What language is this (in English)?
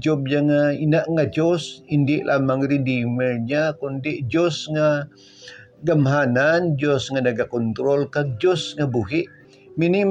Hiligaynon